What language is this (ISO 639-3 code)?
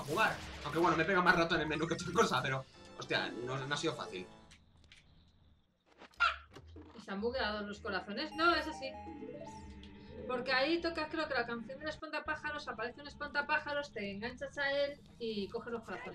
spa